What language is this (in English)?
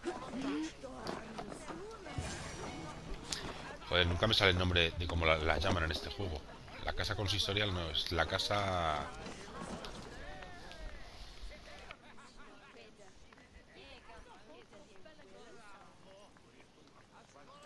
Spanish